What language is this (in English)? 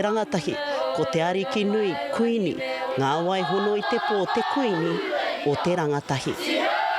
Māori